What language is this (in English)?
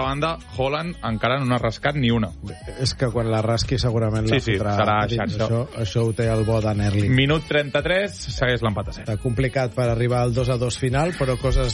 Catalan